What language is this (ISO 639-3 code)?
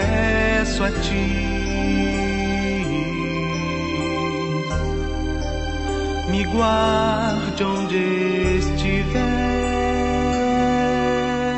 por